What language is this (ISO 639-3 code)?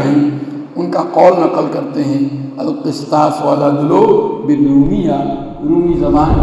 urd